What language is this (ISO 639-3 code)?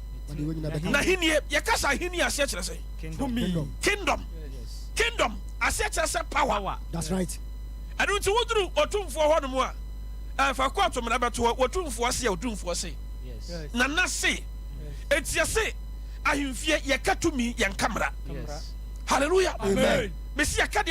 aka